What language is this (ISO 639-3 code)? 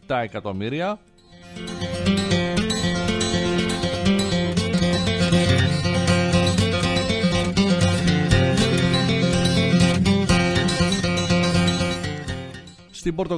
ell